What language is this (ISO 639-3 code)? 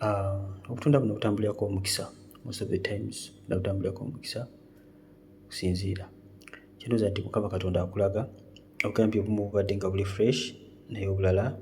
lug